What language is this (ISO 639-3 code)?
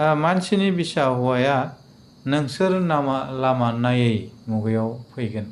brx